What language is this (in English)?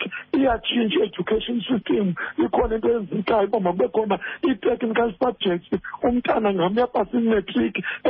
Xhosa